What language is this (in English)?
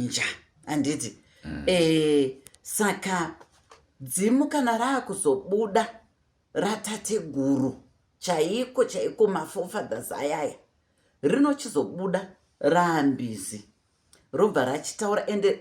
Shona